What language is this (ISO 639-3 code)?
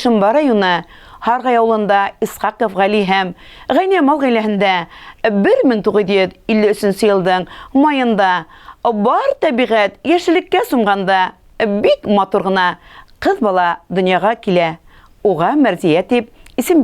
bak